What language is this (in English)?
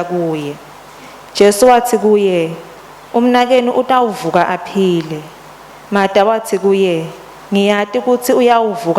Swati